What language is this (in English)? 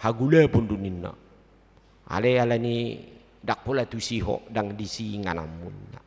Batak Toba